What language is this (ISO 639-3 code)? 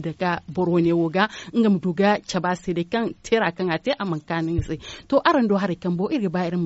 dje